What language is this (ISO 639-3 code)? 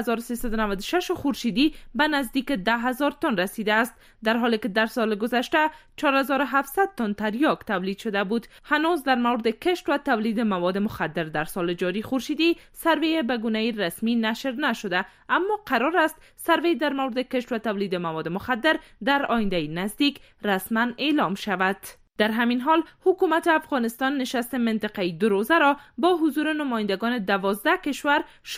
fas